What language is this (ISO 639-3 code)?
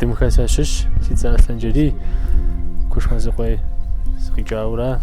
kbd